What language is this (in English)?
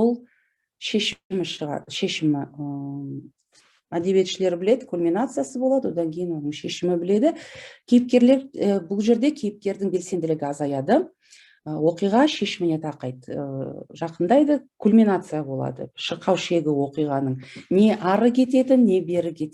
Kazakh